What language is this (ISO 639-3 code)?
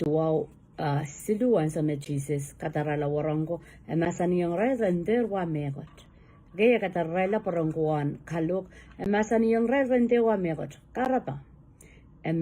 pon